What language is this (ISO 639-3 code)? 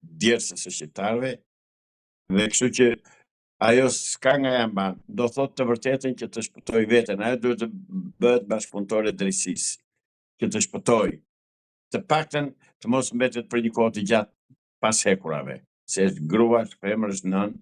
sqi